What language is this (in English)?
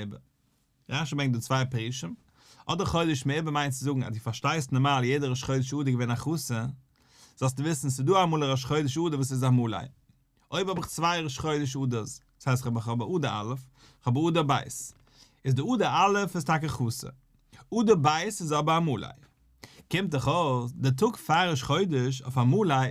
Yiddish